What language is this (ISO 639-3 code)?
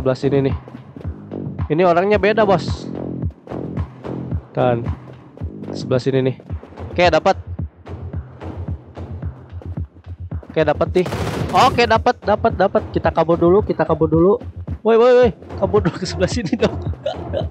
ind